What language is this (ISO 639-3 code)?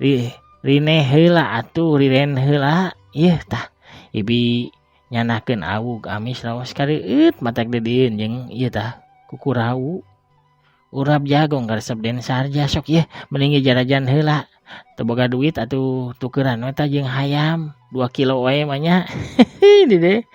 sun